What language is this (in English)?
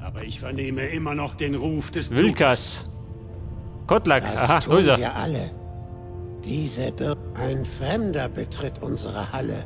Bavarian